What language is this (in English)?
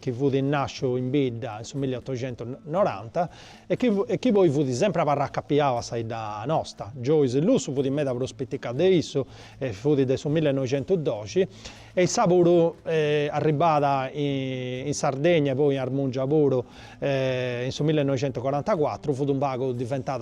Sardinian